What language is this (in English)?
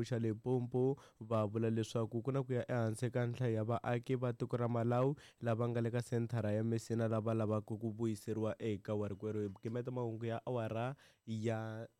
Tsonga